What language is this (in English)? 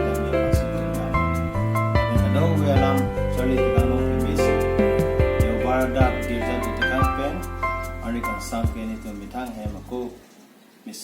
Karbi